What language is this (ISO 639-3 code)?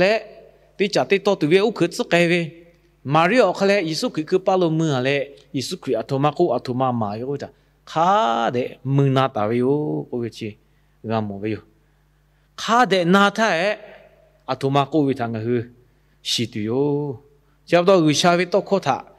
lhu